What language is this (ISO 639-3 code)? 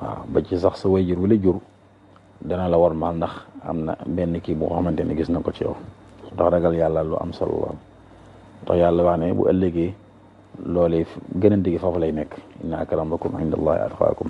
wol